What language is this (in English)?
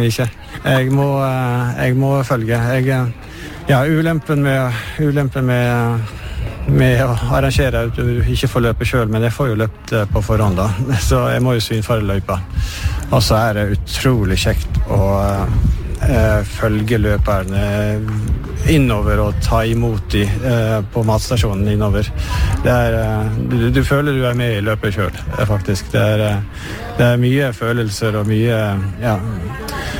Norwegian